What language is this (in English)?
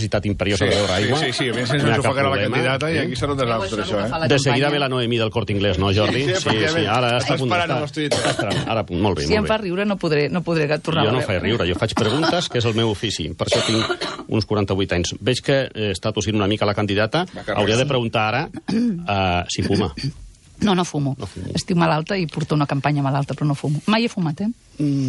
Catalan